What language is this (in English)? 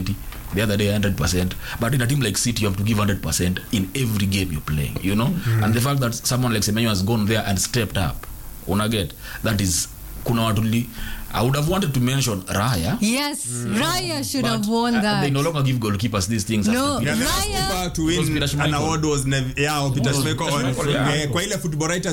Swahili